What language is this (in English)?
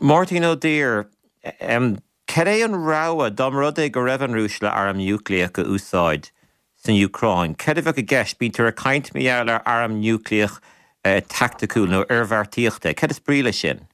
Irish